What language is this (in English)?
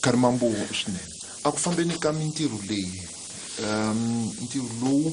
Tsonga